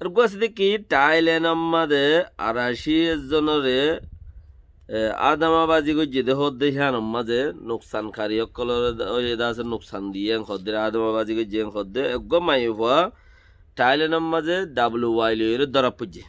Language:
Rohingya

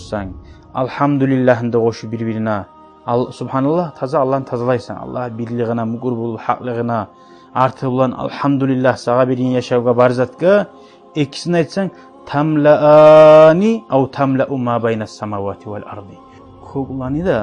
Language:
Kumyk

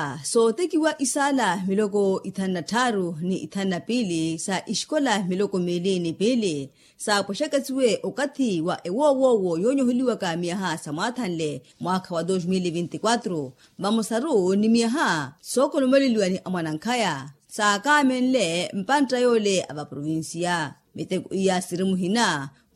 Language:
Makhuwa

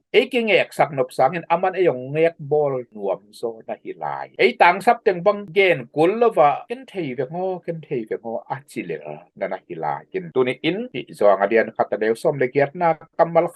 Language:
Tedim Chin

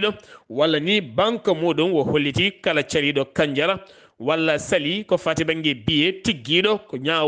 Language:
Fula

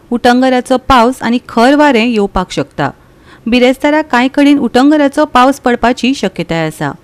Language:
Konkani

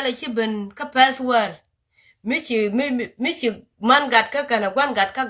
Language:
Nuer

